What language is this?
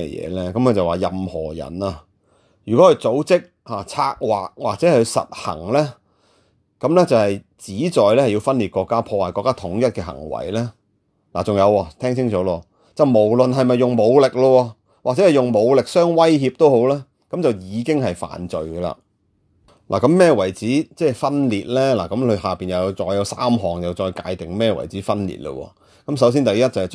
Cantonese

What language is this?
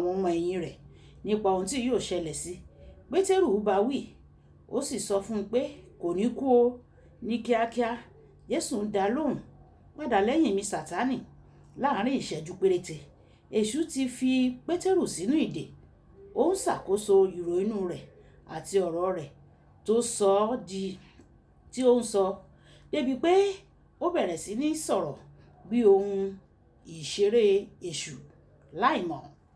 Yoruba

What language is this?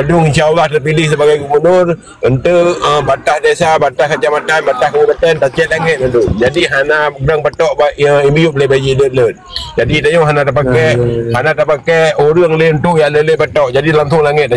Achinese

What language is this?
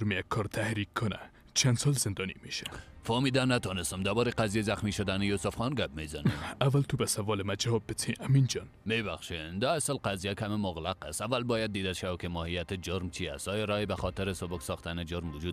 Persian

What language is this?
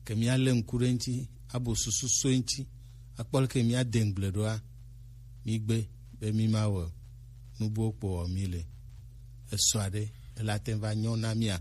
Gen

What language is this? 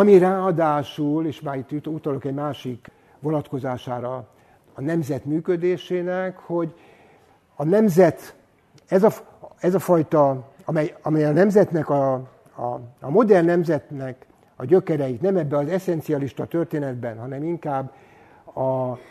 Hungarian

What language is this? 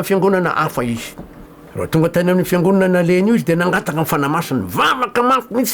Malagasy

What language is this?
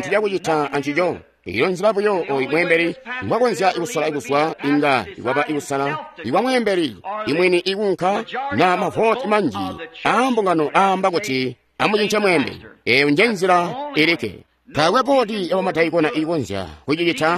Tonga (Zambia)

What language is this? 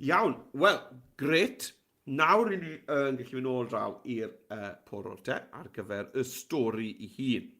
Welsh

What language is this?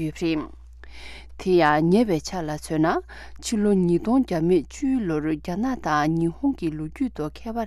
Tibetan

